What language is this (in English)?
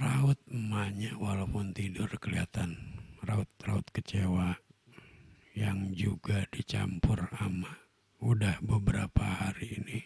Betawi